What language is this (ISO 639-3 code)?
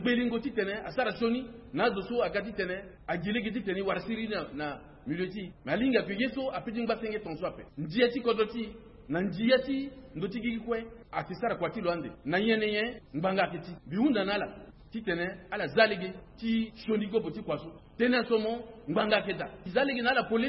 sag